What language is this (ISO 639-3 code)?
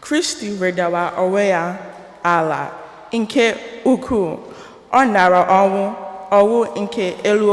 ibo